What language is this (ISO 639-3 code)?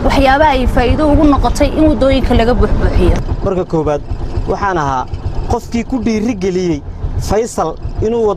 som